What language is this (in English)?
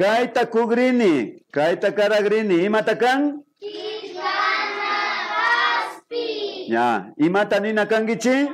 Imbabura Highland Quichua